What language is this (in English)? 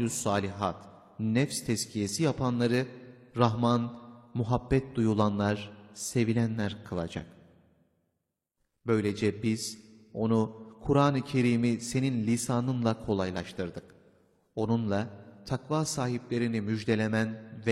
Turkish